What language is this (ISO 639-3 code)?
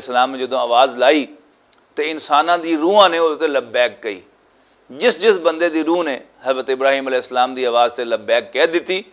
lah